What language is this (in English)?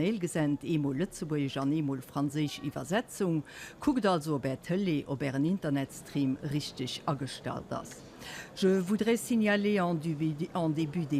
Luxembourgish